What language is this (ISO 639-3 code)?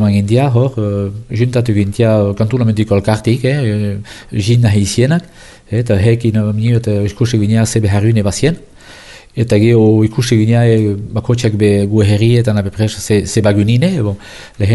eus